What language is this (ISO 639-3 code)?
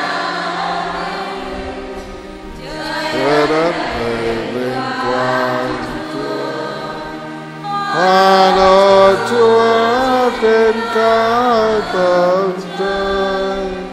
vie